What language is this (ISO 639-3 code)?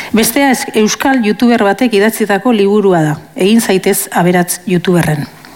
eus